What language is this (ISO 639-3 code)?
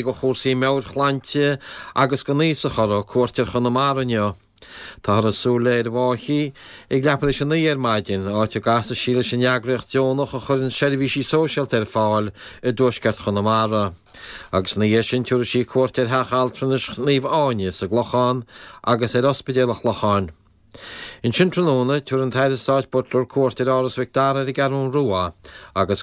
gle